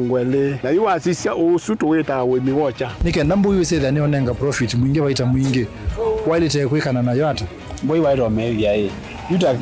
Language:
Kamba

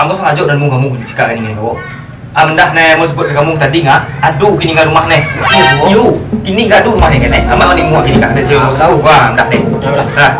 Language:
Minangkabau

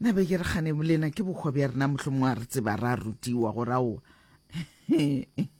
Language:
Northern Sotho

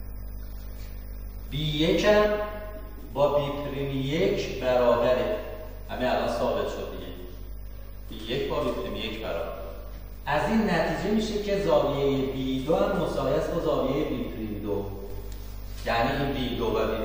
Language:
Persian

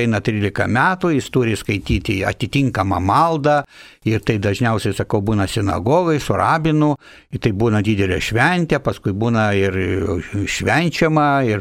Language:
Lithuanian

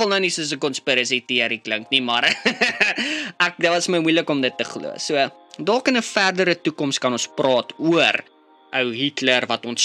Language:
Afrikaans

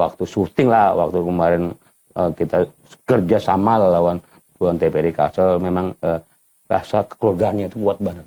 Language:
Banjar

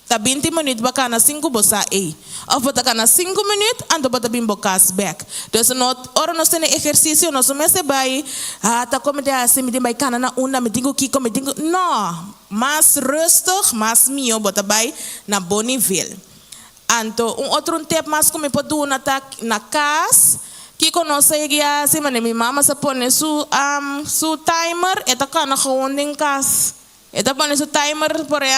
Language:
Papiamento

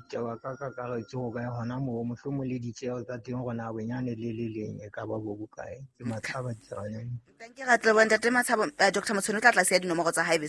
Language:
Southern Sotho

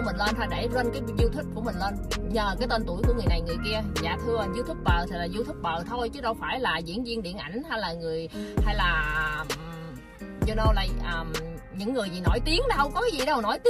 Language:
Vietnamese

